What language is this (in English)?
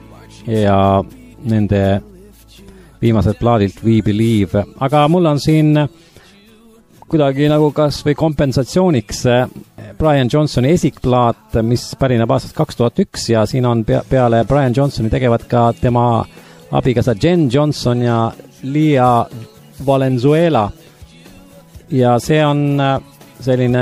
Estonian